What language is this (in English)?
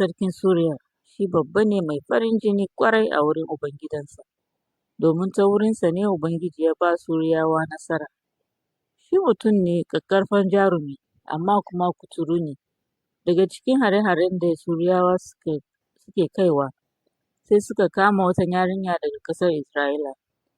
Hausa